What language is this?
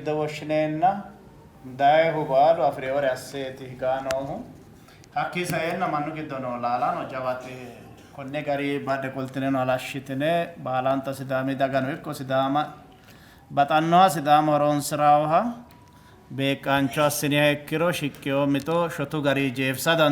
Sidamo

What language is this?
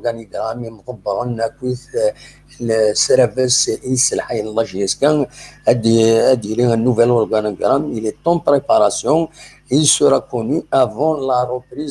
Kabyle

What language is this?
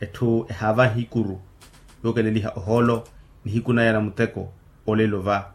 Makhuwa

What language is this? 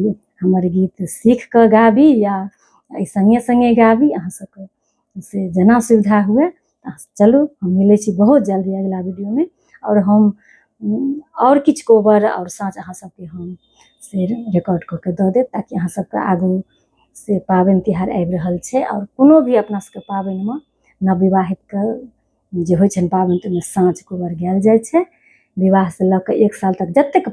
Maithili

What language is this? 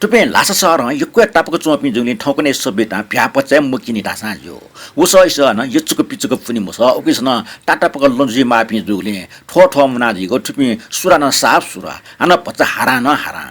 Newari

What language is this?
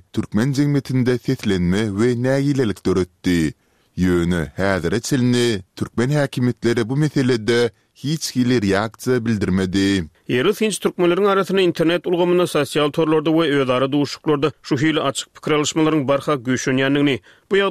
Turkmen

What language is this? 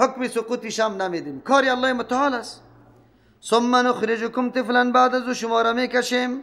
Persian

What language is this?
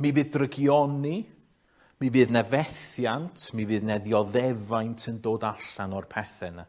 Welsh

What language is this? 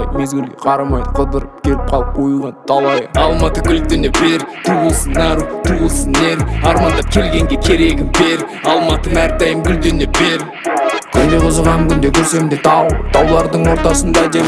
Kazakh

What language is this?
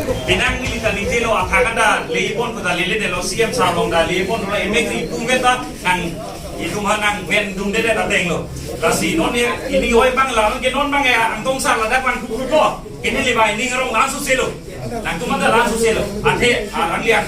Karbi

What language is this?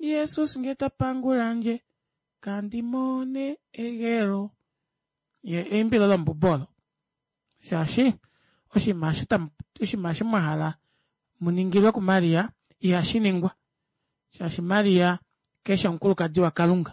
Kuanyama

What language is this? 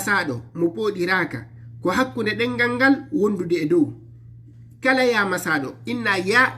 Fula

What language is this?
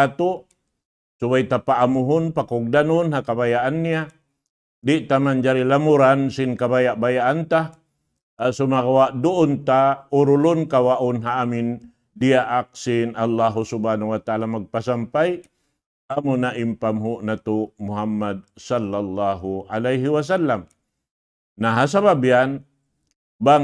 Tausug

